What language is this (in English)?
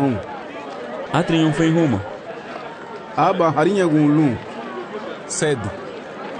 Garifuna